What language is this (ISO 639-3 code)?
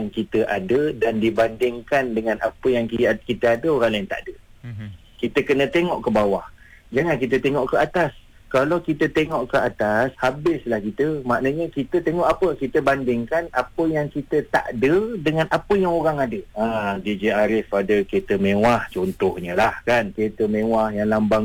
msa